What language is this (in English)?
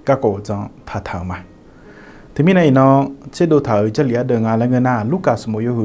Akha